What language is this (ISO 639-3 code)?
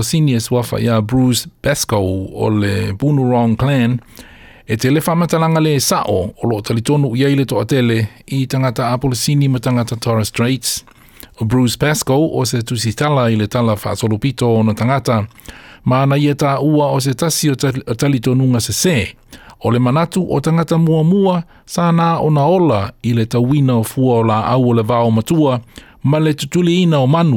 smo